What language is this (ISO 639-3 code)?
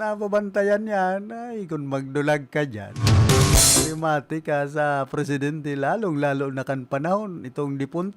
bik